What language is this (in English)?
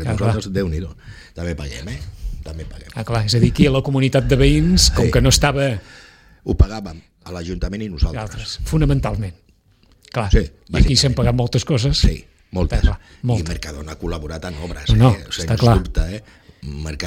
Catalan